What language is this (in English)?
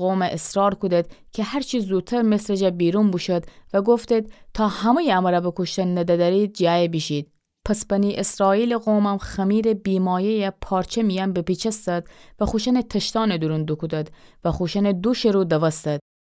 Gilaki